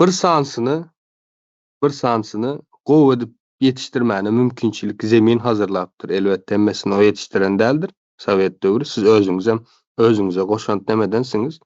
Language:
Turkmen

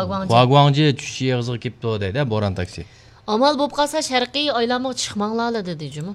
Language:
Uyghur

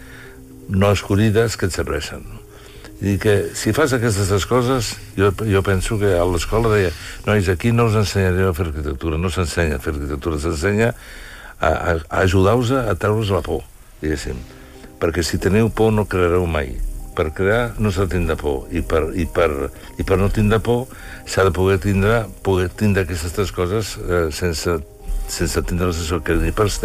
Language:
Catalan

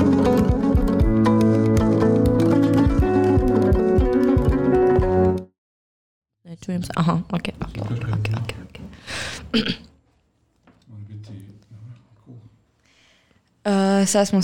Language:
Croatian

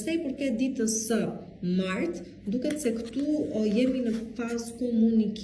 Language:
Albanian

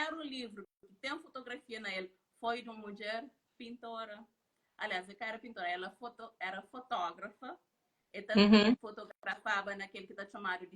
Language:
Kabuverdianu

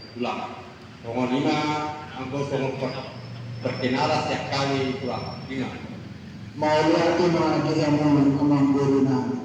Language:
Batak Toba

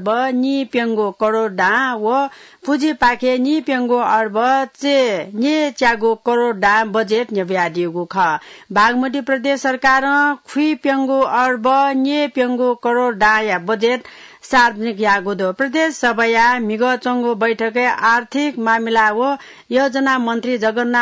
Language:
Newari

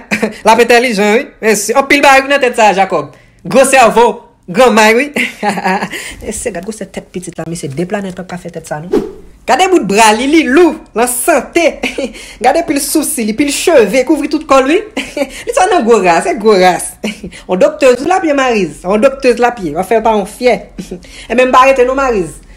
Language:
Haitian Creole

